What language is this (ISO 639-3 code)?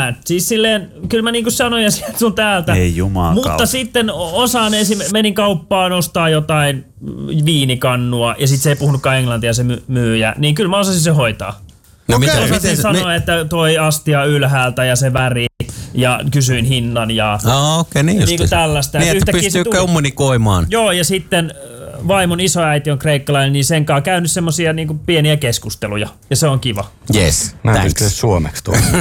fin